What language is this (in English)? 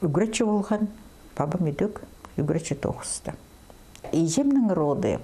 Khakas